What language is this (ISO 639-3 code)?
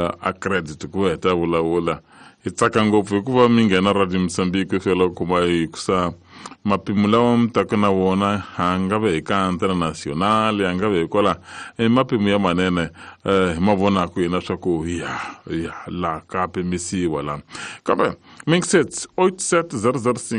tso